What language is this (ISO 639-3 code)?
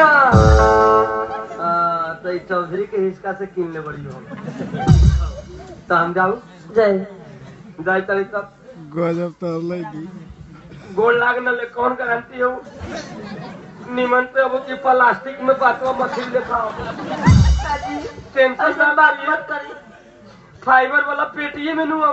bho